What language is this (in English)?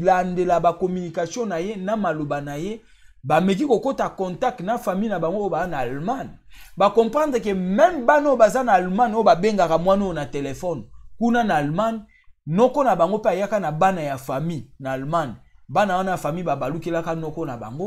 Lingala